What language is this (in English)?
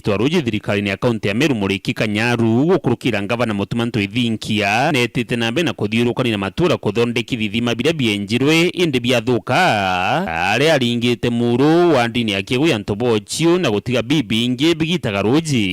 Meru